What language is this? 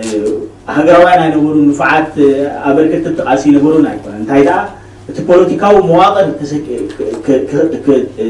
Tigrinya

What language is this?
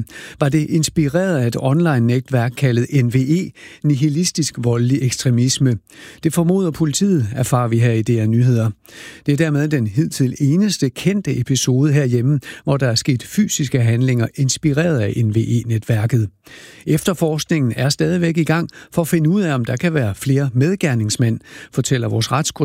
Danish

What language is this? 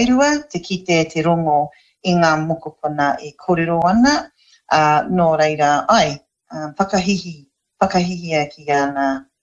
Māori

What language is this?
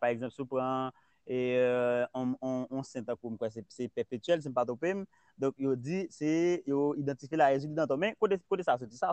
Haitian Creole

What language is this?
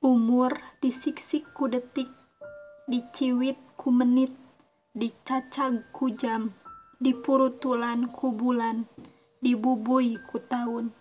Sundanese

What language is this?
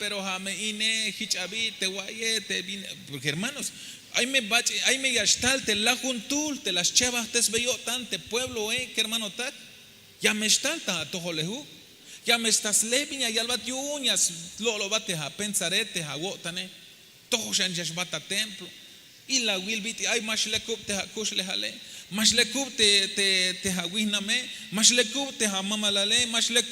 Tzeltal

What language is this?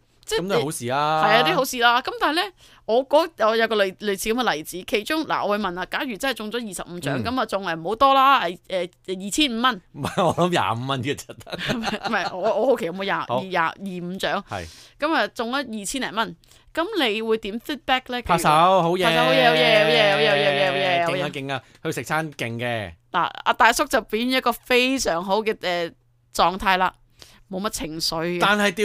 Cantonese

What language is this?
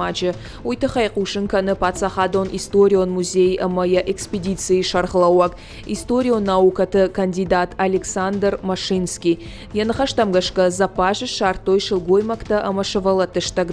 Ossetic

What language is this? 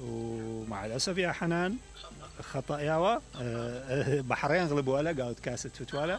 Mesopotamian Arabic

